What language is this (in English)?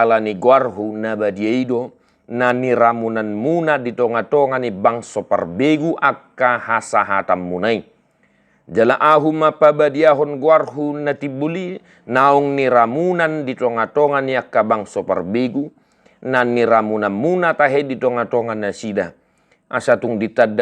Batak Toba